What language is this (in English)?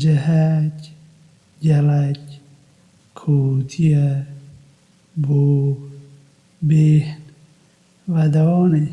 Kurdish